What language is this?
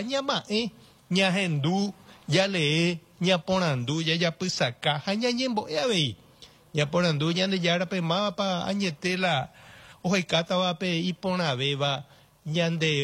Guarani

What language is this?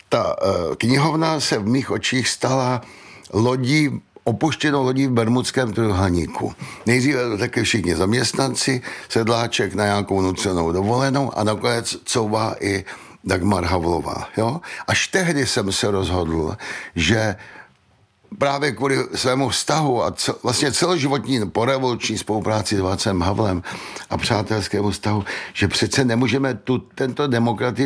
Czech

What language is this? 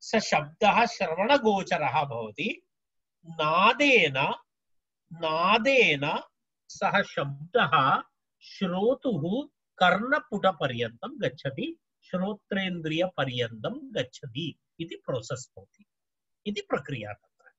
Sanskrit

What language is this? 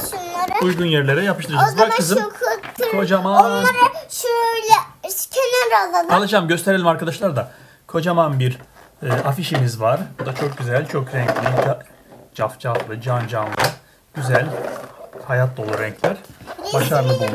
Turkish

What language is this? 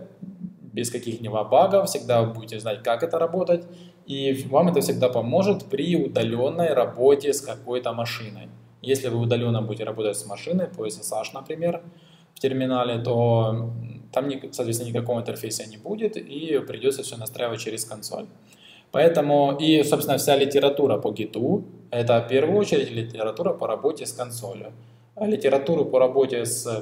Russian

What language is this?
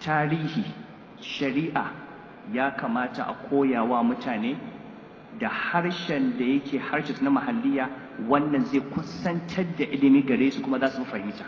Hausa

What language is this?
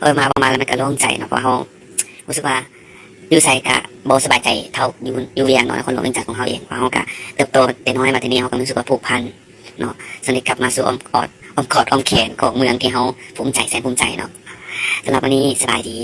Lao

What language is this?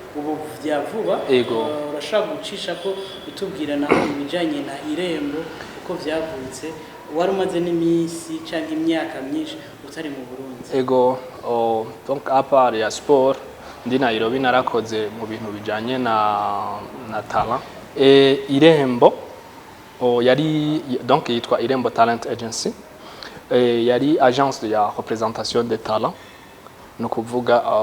Rundi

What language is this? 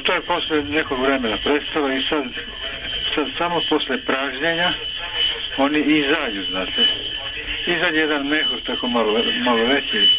Serbian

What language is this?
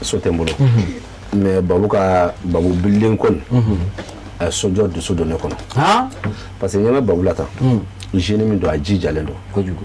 Bambara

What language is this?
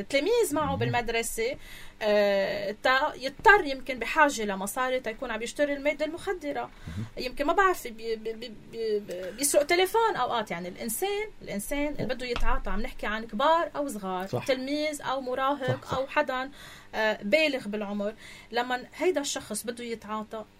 North Levantine Arabic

